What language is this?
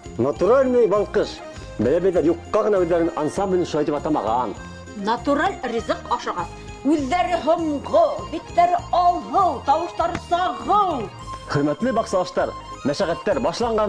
Bashkir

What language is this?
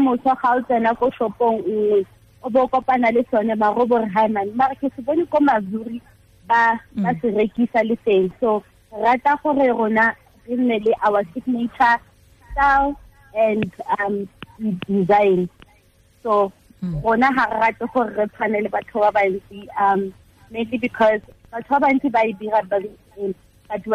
Tswana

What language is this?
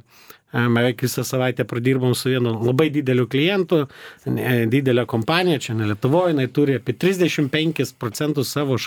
Lithuanian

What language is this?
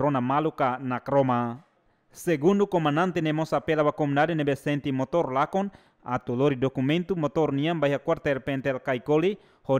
Tetum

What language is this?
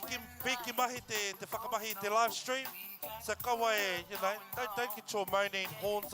Māori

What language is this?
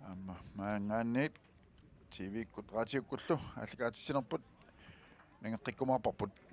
Kalaallisut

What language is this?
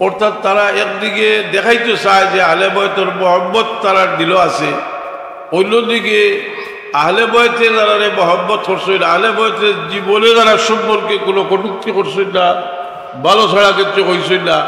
Sylheti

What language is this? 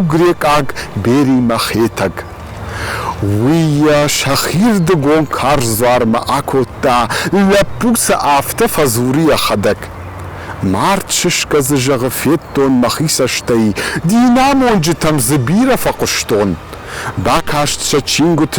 Ossetic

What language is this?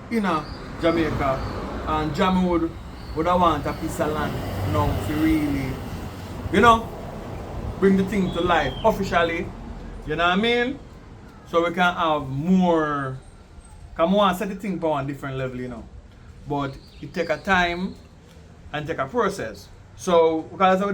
Jamaican Creole English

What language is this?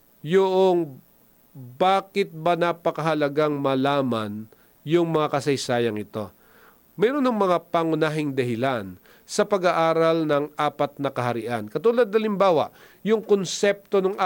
Filipino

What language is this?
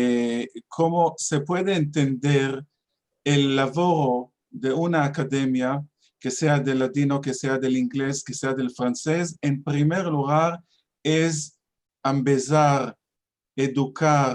Ladino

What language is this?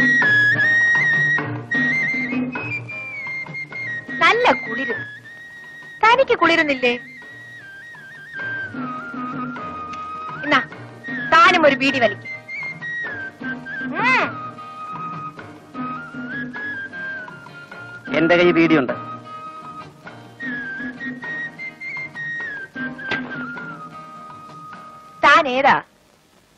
Malayalam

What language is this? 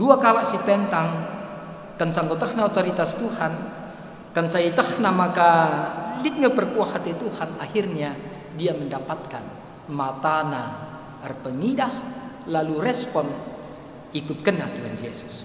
Batak Karo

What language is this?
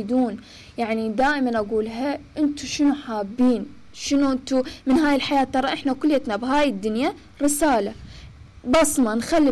Mesopotamian Arabic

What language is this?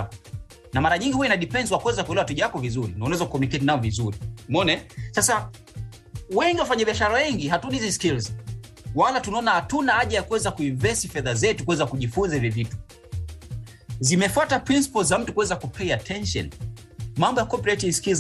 Swahili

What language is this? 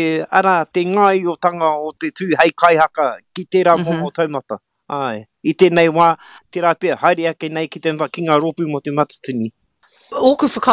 Māori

